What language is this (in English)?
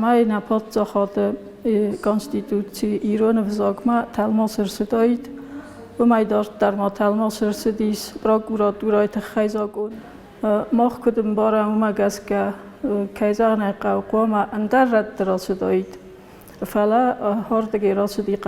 Ossetic